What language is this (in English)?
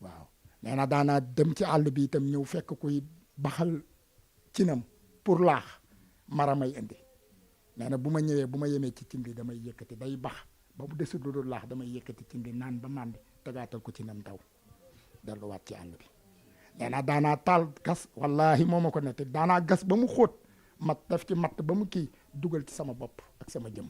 Wolof